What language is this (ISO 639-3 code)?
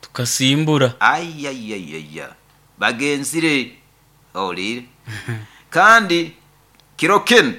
nyo